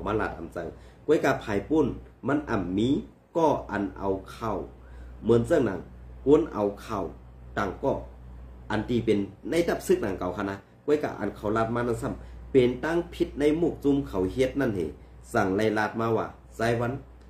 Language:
Shan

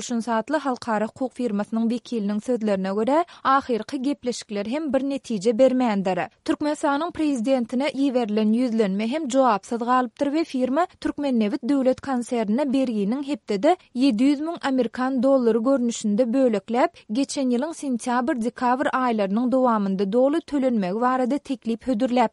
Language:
Turkmen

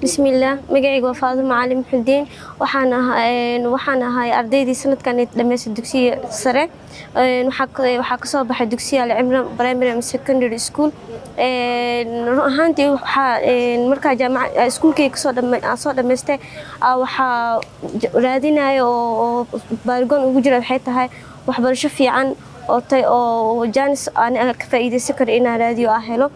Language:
Somali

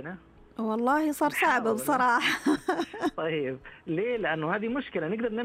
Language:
Najdi Arabic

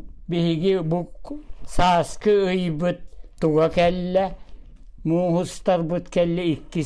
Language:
Yakut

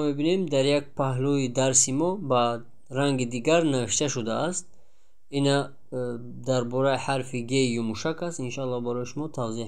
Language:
Tajik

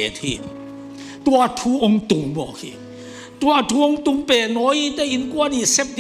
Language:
Tedim Chin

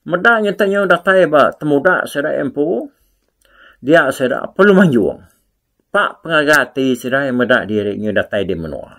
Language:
Iban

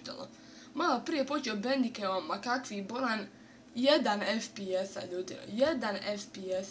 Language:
Bosnian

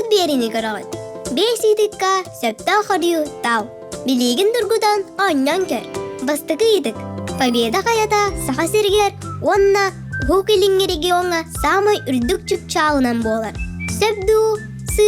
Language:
Yakut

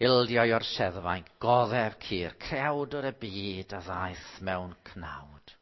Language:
Welsh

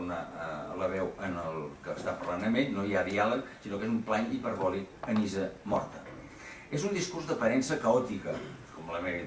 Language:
Catalan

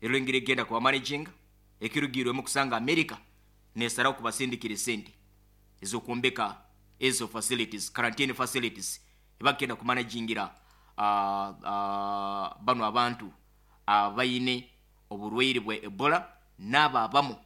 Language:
Nyoro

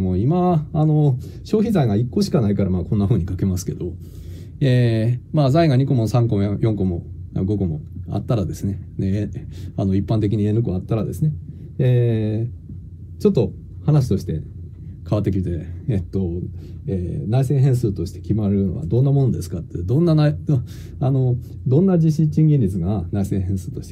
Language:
Japanese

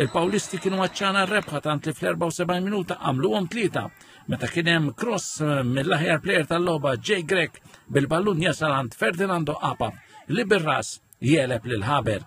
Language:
Maltese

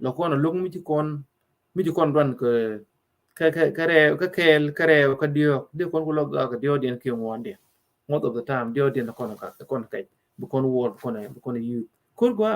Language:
Nuer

